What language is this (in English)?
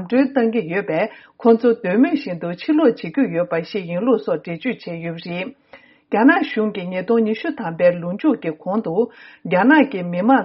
Tibetan